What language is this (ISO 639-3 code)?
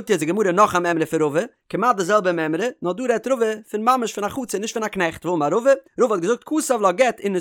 yid